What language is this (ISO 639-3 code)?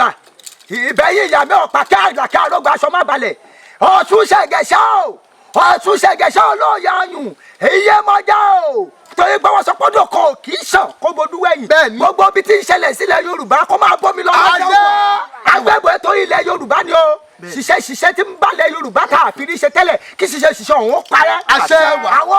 yor